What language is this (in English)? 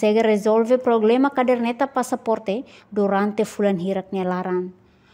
Tetum